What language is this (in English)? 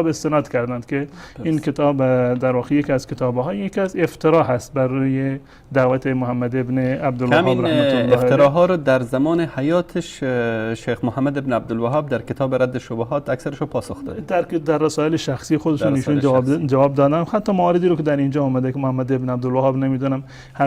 Persian